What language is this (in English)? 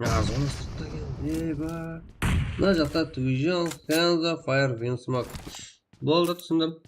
Kara-Kalpak